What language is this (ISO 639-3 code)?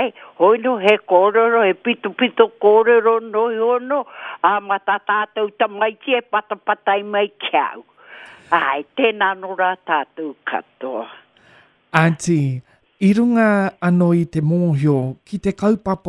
mri